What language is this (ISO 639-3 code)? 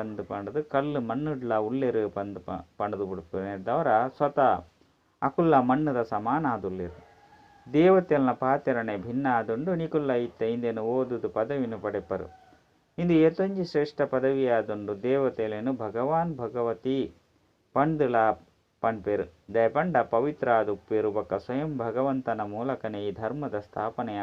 tcy